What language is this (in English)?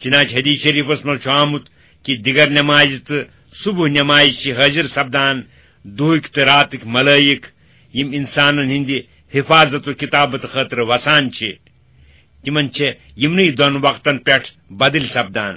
Kashmiri